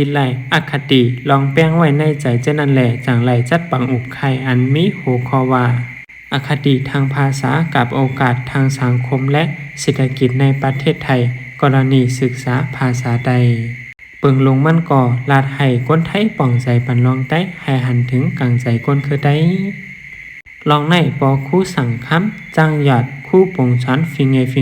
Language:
Shan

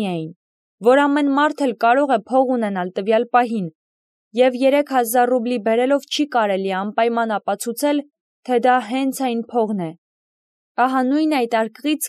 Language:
Armenian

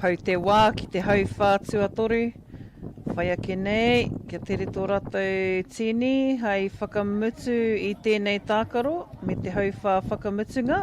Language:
Māori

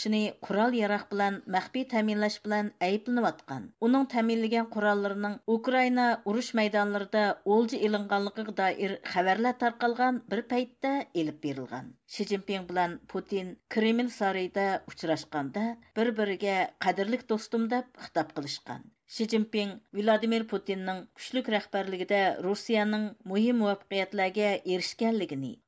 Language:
Uyghur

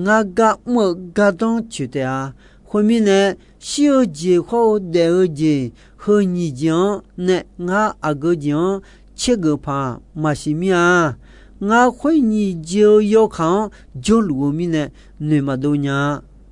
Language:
Akha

